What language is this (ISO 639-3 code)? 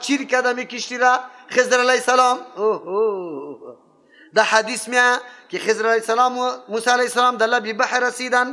fas